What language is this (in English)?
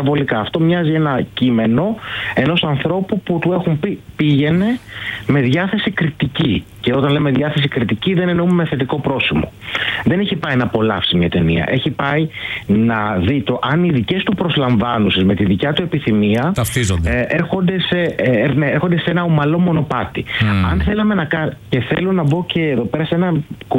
Greek